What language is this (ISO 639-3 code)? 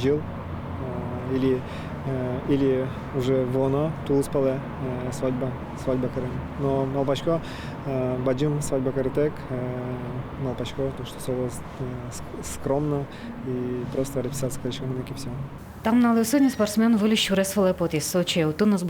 udm